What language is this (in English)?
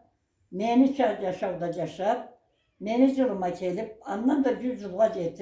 Karachay-Balkar